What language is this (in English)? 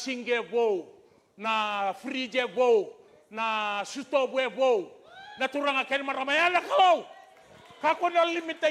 Fijian